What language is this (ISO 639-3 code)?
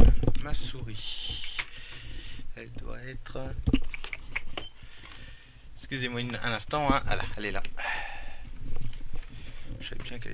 fra